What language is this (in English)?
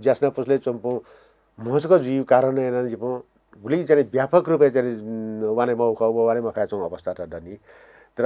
Newari